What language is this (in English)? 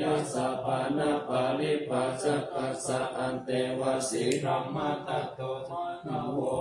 Pali